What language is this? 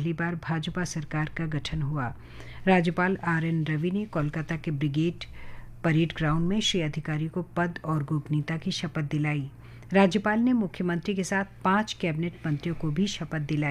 Hindi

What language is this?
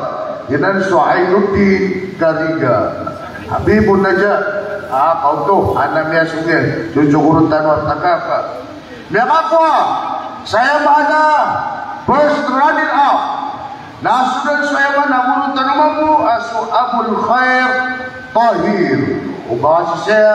Maranao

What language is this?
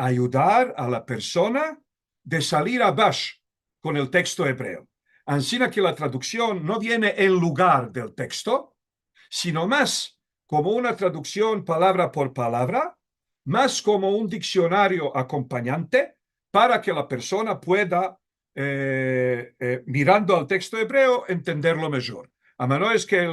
Ladino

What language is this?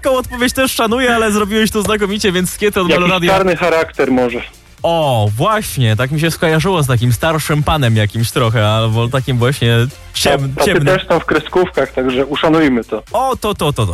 Polish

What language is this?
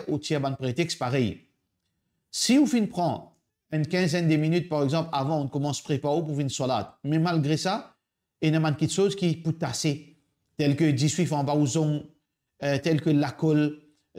Morisyen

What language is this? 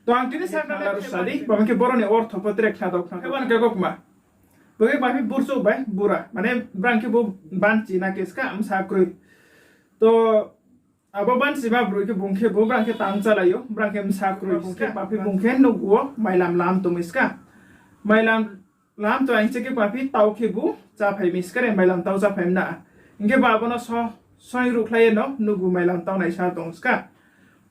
Riang (India)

